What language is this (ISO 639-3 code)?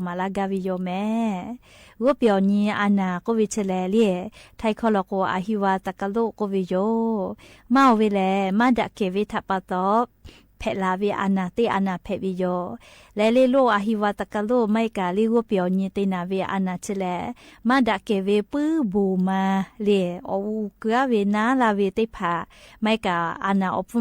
lhu